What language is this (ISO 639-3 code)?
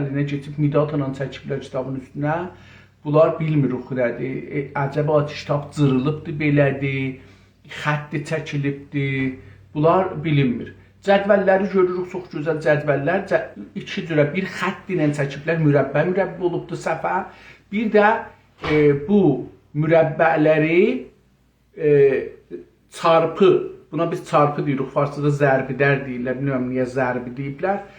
azb